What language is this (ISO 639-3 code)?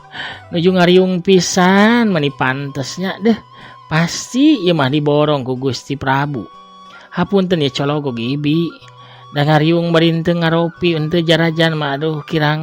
sun